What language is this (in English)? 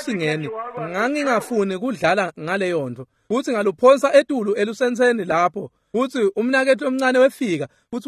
Swati